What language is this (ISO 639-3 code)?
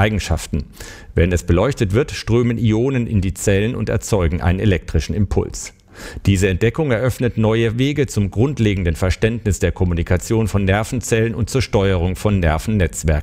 deu